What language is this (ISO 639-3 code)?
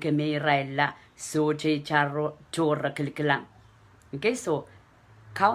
pon